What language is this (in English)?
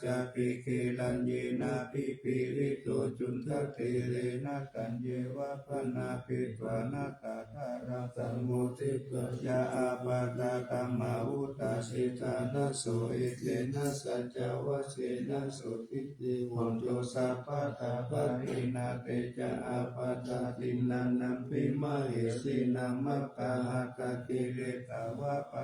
Pali